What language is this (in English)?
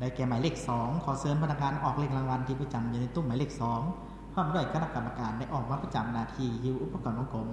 Lao